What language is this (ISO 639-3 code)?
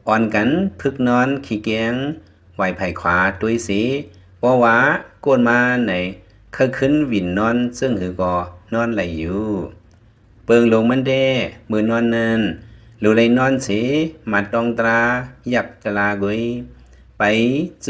lao